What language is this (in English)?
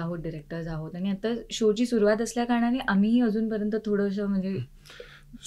Marathi